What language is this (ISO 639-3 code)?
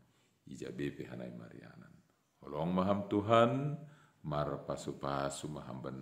bts